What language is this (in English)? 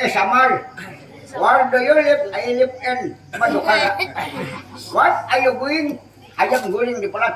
Banjar